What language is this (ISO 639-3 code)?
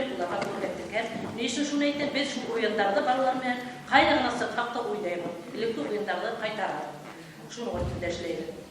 bak